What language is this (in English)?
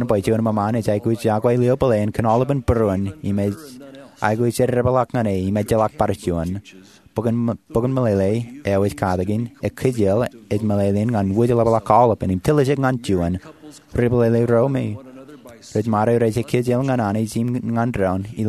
Marshallese